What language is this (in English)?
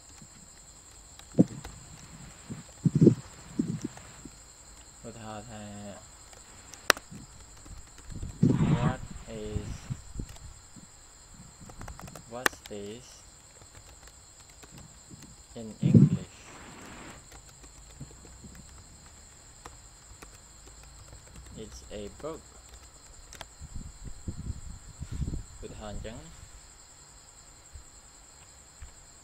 Khmer